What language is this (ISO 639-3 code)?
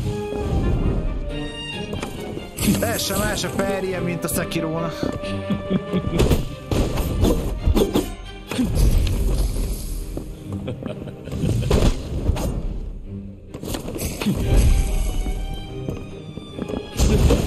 hun